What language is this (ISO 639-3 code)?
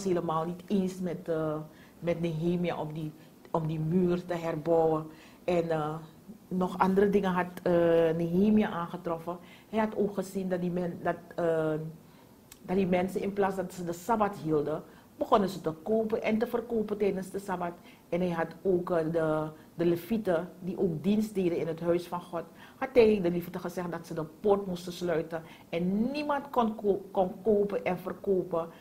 nld